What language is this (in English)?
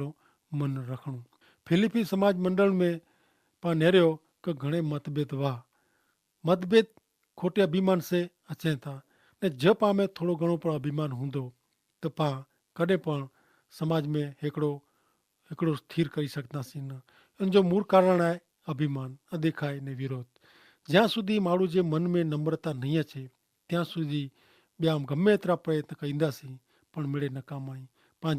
Kachhi